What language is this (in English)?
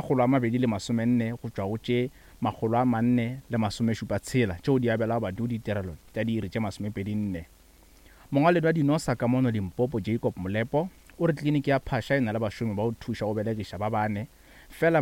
Northern Sotho